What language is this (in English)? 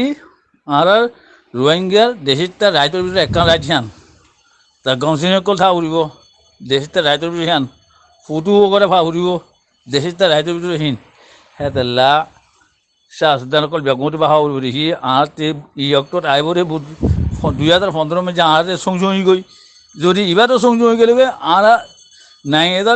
Rohingya